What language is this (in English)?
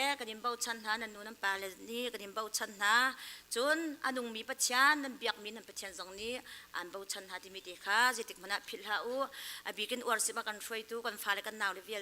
Hakha Chin